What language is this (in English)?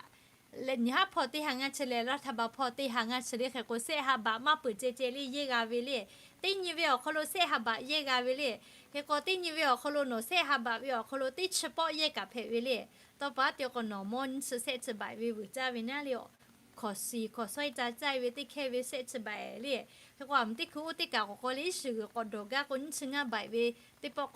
Lahu